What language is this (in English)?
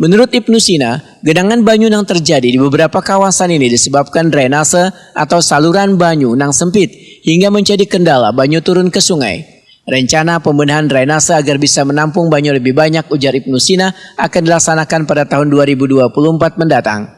Banjar